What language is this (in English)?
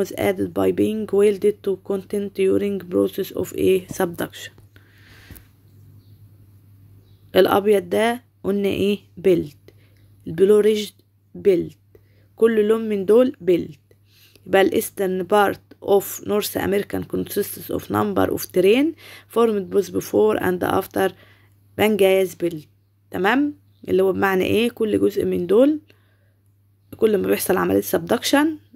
Egyptian Arabic